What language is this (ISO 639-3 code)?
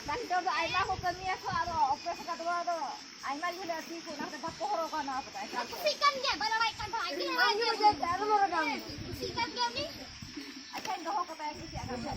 sat